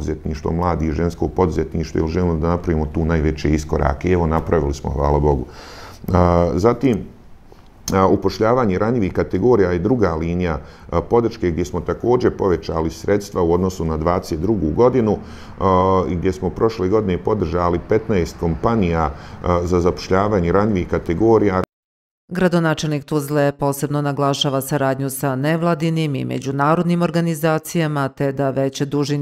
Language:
Bosnian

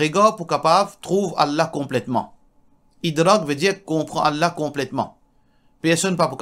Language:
Morisyen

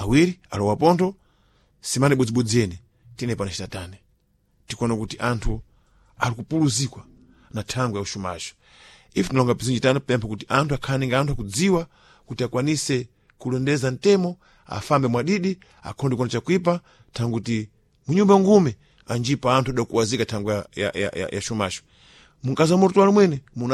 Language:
Sena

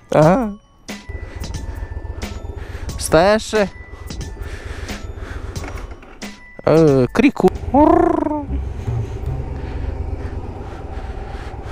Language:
Romanian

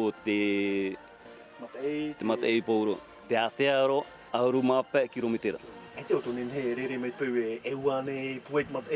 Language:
Tahitian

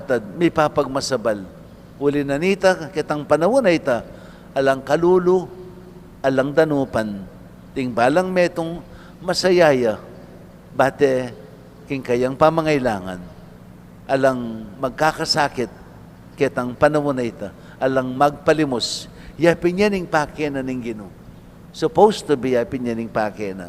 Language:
Pampanga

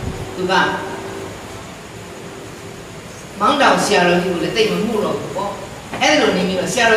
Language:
Burmese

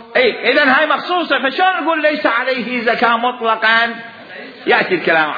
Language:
Mesopotamian Arabic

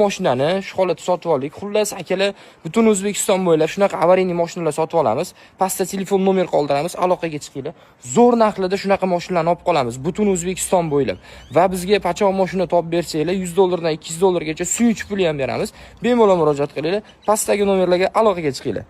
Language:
Uzbek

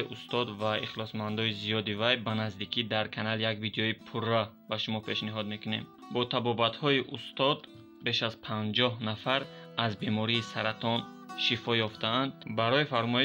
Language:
Tajik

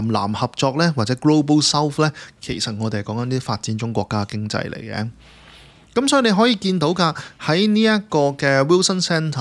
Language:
Cantonese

